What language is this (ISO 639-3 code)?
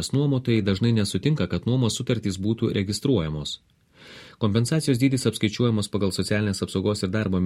lit